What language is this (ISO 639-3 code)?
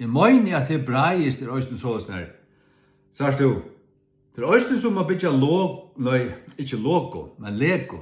fao